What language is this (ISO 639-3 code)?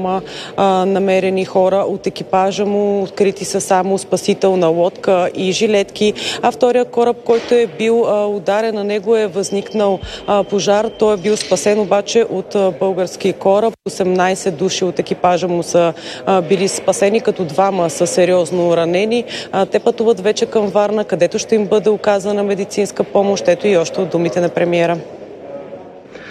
bul